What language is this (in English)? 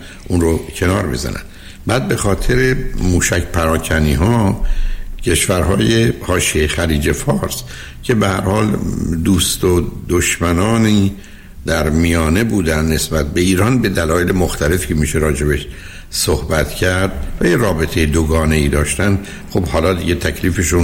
Persian